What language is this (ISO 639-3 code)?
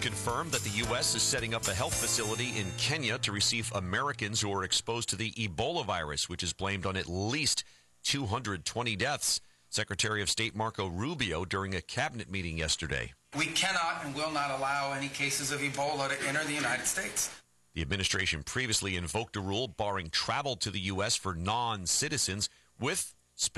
eng